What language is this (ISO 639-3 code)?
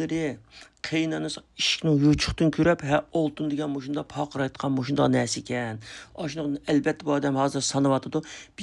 uig